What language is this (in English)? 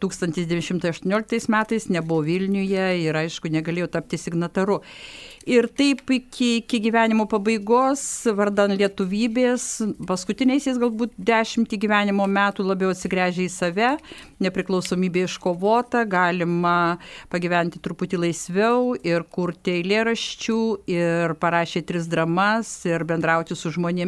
Lithuanian